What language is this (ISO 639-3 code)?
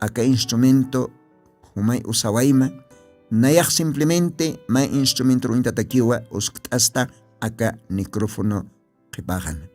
aym